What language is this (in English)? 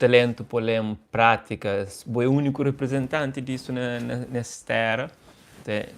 Kabuverdianu